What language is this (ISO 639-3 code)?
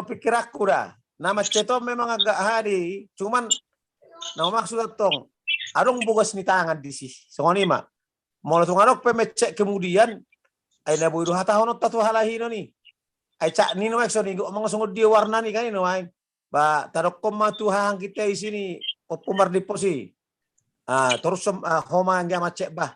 bbc